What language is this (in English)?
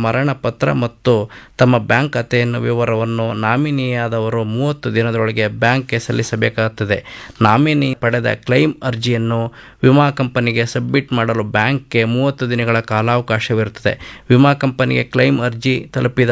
Kannada